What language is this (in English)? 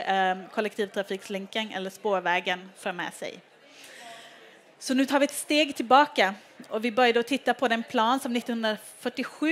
Swedish